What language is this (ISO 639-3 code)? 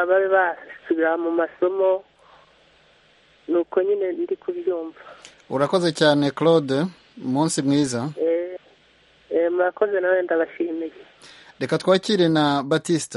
kin